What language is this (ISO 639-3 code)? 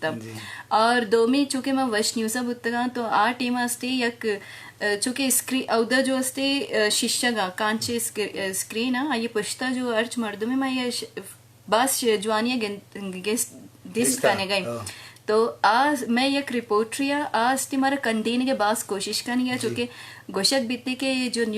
bgp